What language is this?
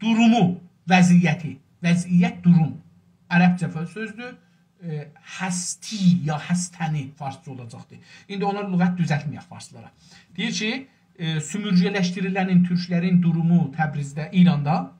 South Azerbaijani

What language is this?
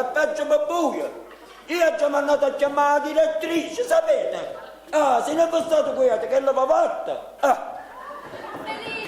Neapolitan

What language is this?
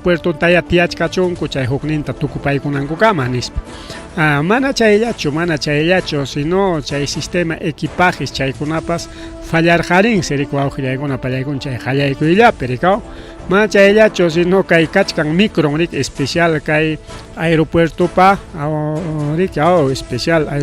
Ayacucho Quechua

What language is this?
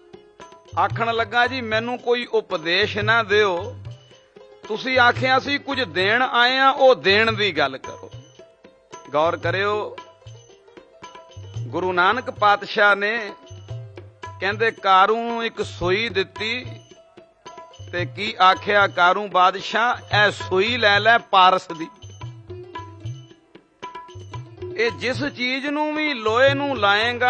Punjabi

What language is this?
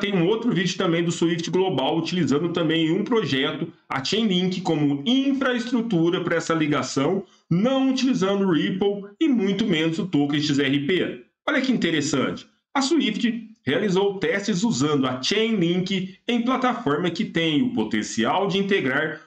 Portuguese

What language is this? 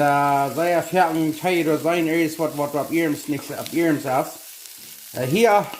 Plautdietsch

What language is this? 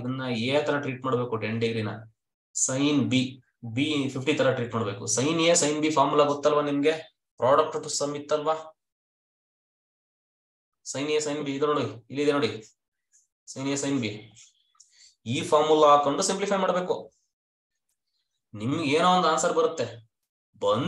Kannada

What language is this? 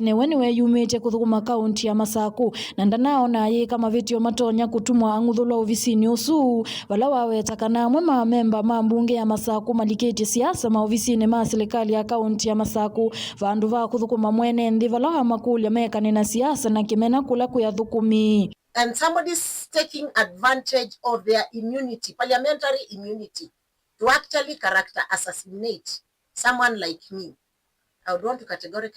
Kamba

